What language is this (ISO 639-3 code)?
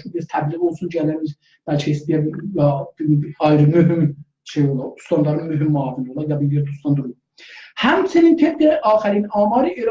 azb